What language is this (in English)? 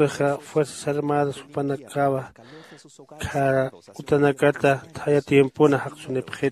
Aymara